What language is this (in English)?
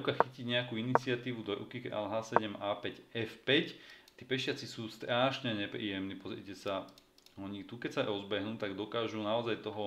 Slovak